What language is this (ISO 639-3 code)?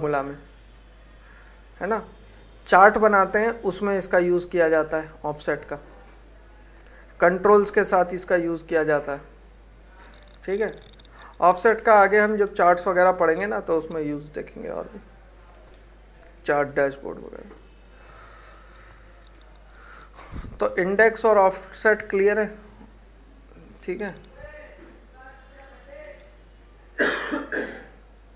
hin